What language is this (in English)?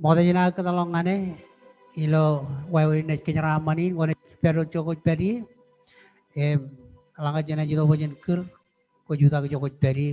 Marshallese